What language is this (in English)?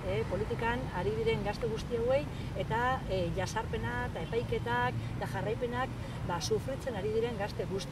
Basque